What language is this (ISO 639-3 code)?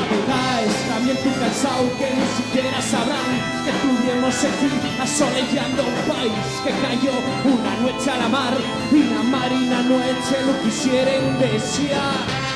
ast